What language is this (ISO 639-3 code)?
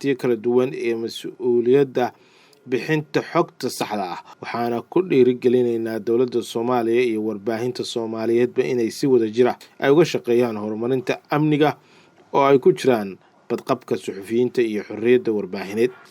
som